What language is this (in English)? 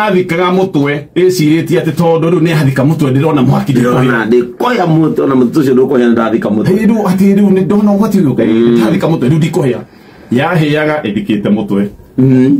Kikuyu